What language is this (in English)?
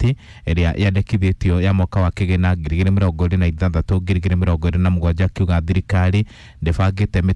Kikuyu